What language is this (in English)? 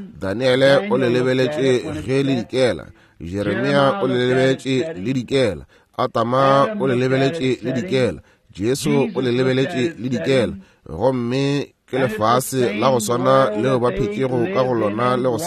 Northern Sotho